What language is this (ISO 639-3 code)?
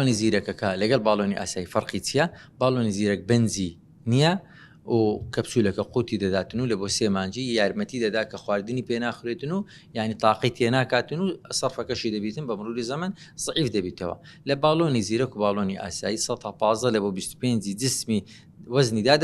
ckb